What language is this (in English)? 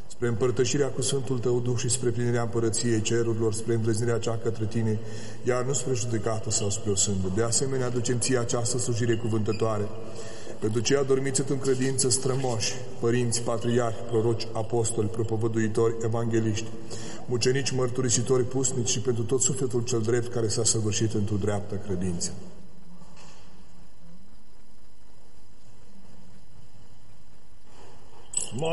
Romanian